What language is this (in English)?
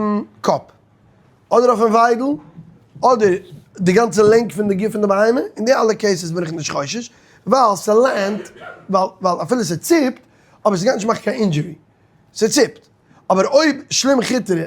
Yiddish